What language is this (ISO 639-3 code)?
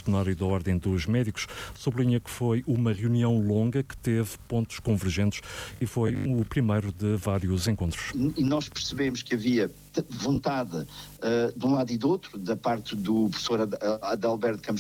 por